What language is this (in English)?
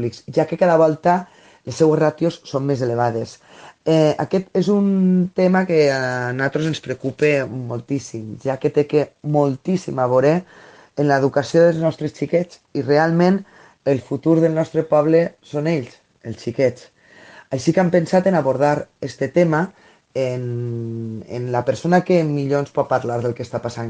Catalan